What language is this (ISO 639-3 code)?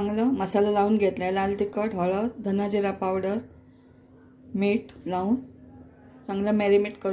mar